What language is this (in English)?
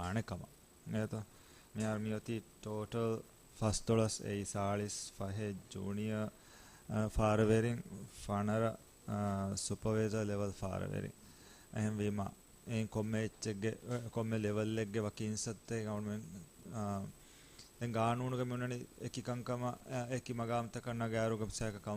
Divehi